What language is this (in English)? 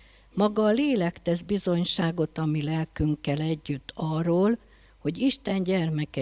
Hungarian